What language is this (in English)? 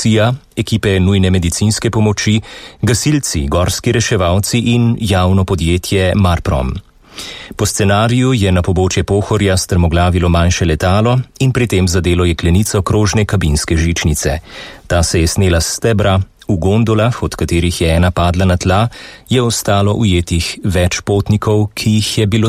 Slovenian